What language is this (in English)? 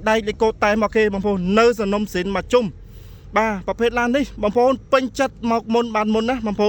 Khmer